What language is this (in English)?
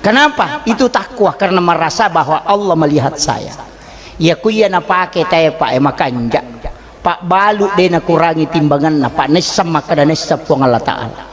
Buginese